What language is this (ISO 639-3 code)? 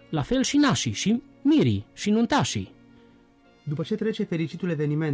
ron